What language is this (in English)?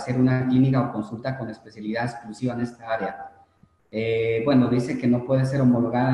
Spanish